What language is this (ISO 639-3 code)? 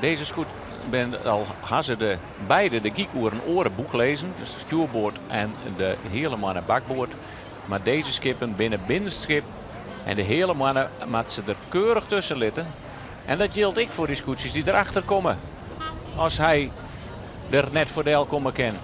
fry